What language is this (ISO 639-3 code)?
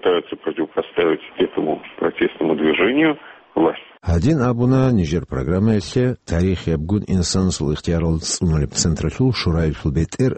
ava